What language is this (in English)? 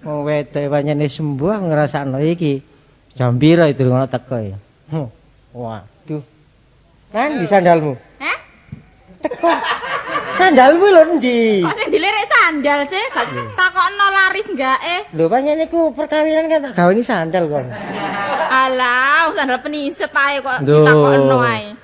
Javanese